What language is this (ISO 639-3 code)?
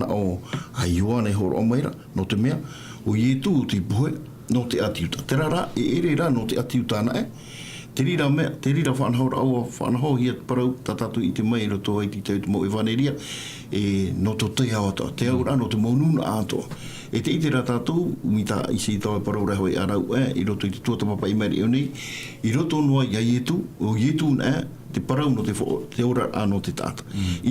tah